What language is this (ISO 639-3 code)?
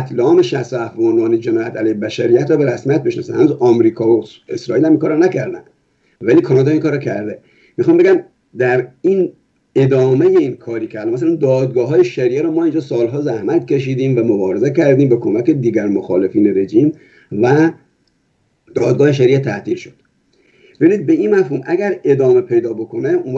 fas